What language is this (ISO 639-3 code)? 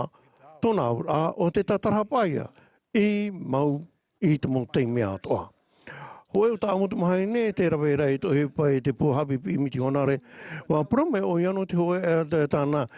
tah